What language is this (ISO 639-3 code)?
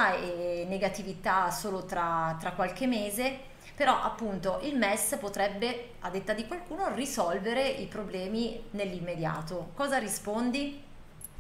ita